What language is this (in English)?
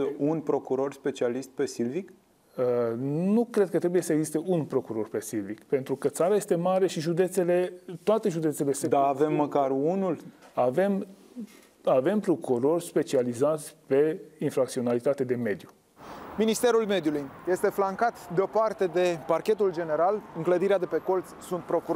Romanian